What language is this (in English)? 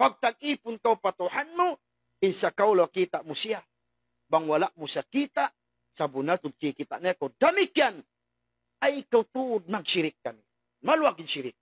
Tausug